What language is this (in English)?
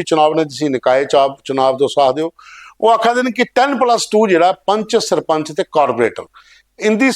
Dogri